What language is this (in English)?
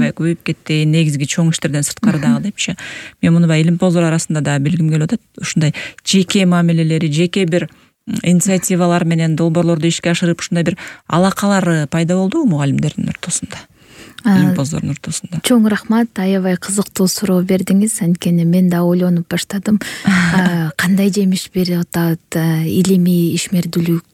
Kyrgyz